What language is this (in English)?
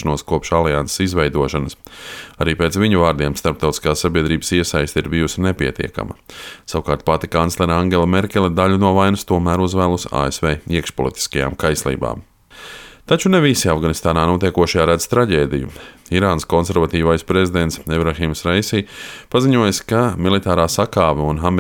Latvian